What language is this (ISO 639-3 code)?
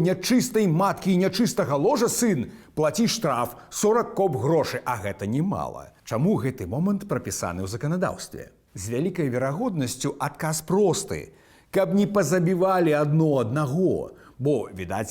bel